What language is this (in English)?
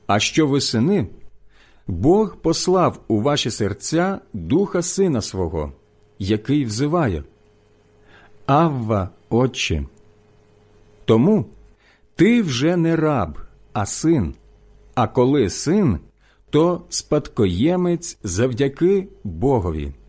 Ukrainian